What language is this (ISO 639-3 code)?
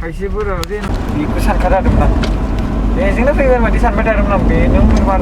brx